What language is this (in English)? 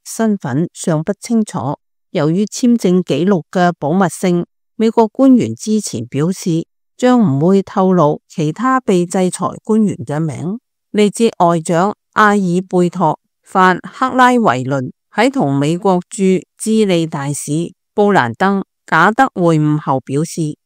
Cantonese